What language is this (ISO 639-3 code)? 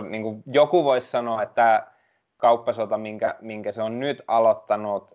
fin